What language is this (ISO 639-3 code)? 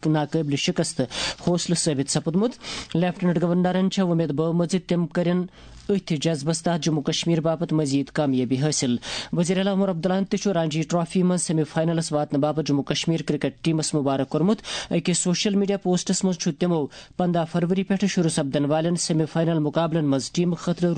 kas